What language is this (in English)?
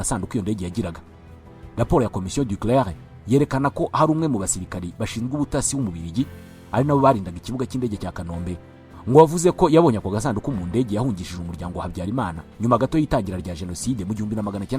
Kinyarwanda